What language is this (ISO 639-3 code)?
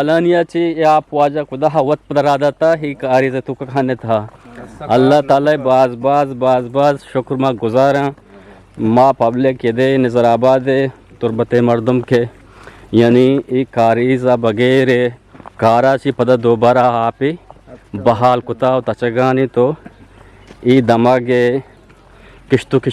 bgp